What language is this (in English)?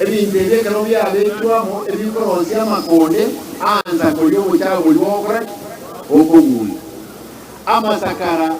Gusii